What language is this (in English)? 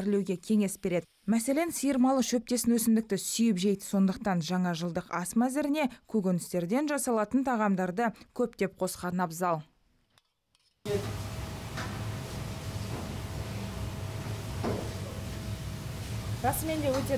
Kazakh